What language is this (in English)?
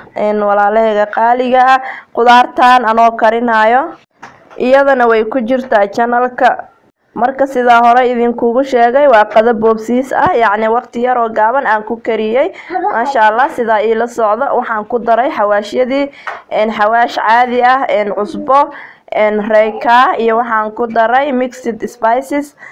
Somali